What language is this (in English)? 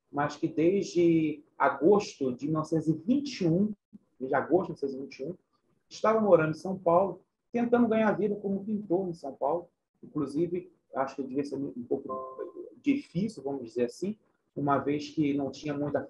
Portuguese